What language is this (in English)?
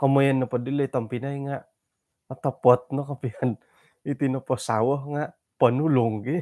Central Dusun